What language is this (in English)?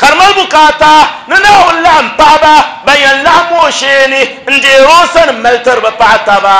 Dagbani